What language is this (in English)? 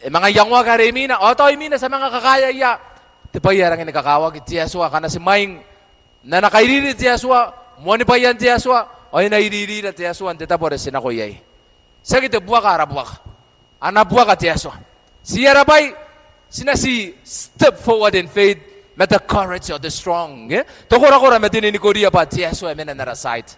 Gilbertese